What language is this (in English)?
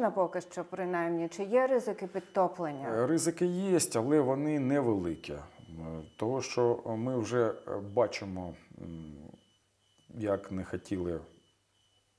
Ukrainian